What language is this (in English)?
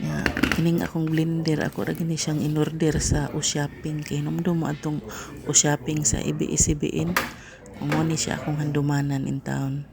Cebuano